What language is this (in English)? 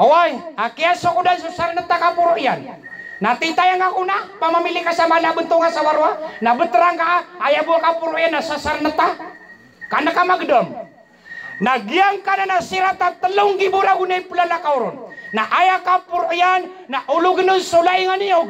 Maranao